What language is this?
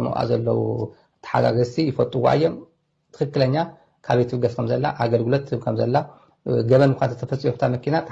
Tigrinya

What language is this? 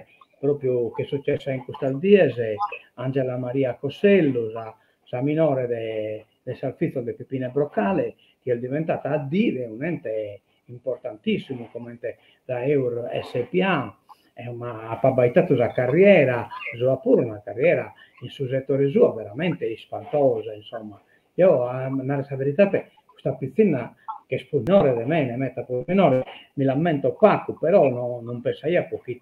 Sardinian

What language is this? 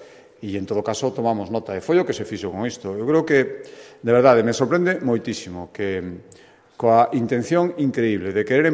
Galician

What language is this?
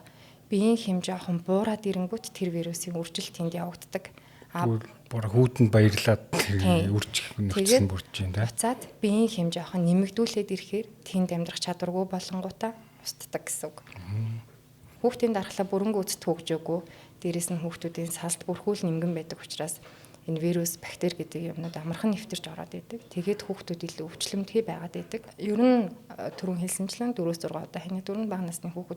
Mongolian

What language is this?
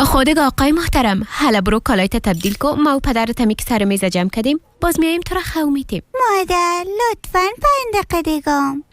Persian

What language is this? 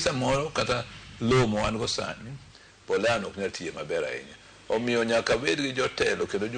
Luo (Kenya and Tanzania)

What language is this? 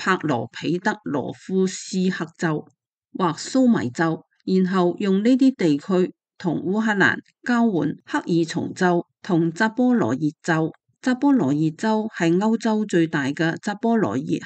Cantonese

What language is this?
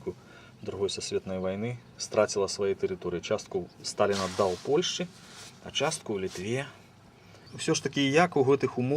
Belarusian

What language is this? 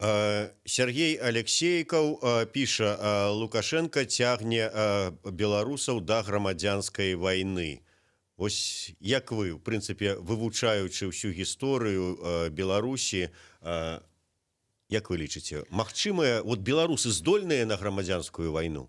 Belarusian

